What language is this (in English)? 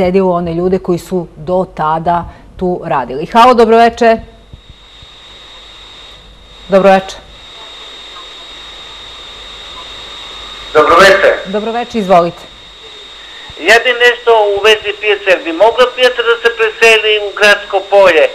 Serbian